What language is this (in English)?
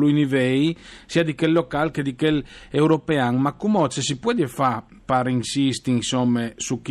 Friulian